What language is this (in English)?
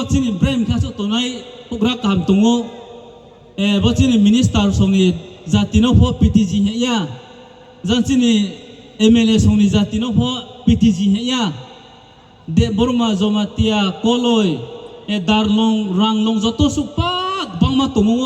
Riang (India)